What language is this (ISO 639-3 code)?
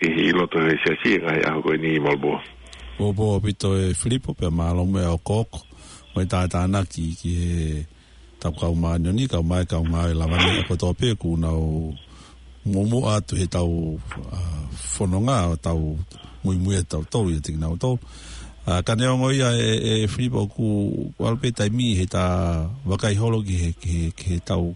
ton